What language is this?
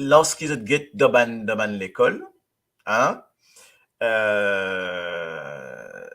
Morisyen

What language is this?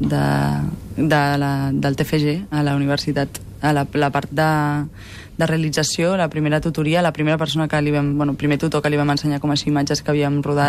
Catalan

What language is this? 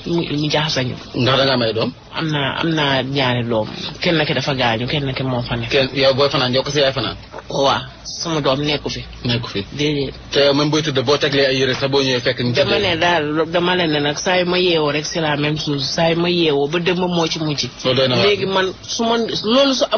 Wolof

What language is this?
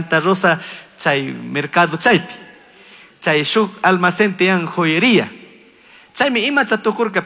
Chimborazo Highland Quichua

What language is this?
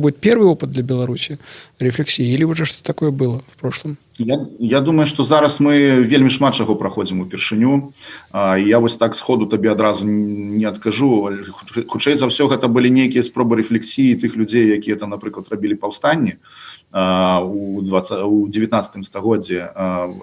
Belarusian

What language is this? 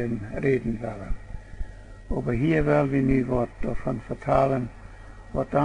Plautdietsch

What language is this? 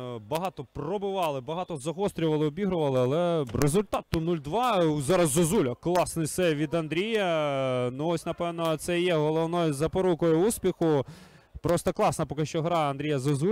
Ukrainian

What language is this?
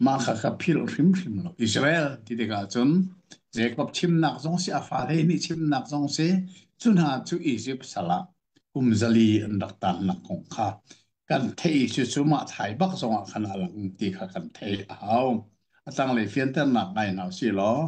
Hakha Chin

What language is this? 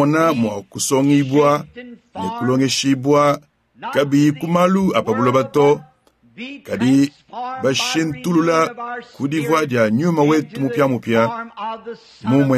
Luba-Lulua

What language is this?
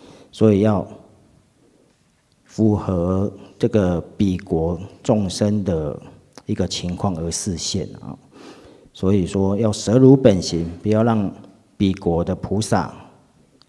Chinese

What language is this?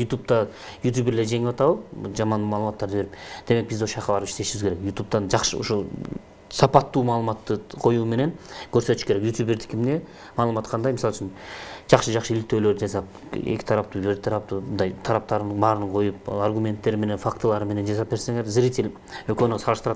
Kyrgyz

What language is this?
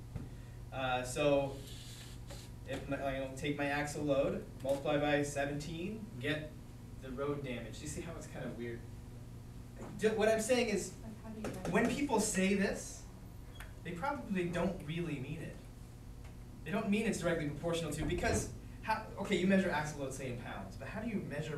English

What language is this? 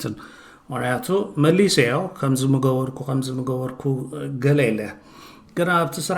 Tigrinya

